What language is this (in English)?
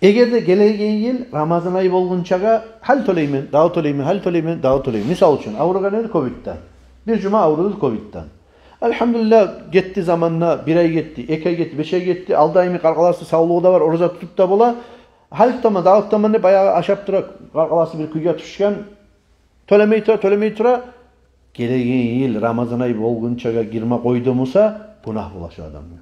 Kumyk